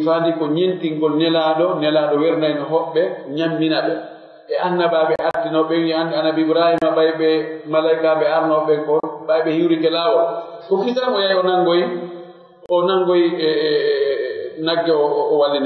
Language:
Fula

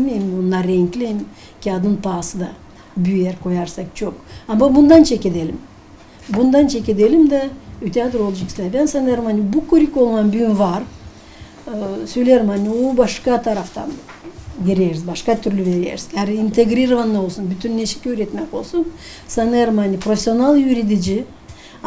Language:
Gagauz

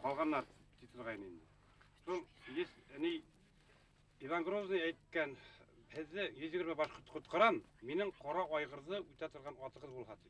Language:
Bashkir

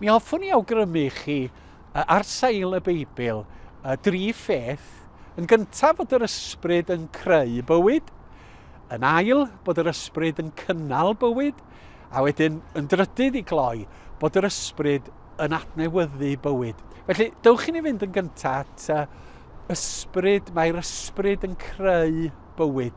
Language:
Welsh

